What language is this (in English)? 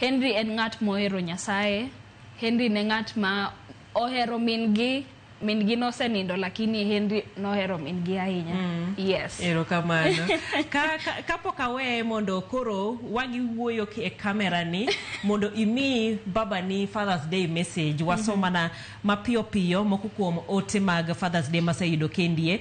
Luo (Kenya and Tanzania)